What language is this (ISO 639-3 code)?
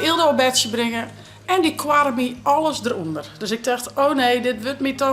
fry